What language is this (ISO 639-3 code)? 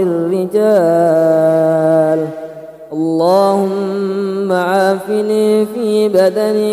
ara